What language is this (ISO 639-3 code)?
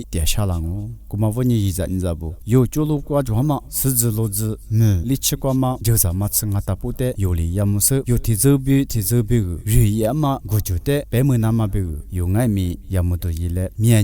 lis